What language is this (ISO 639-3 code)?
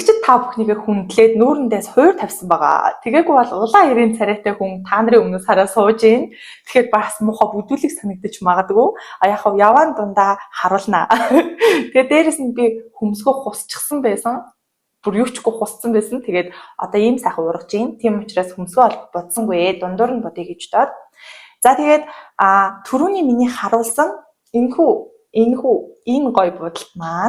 mon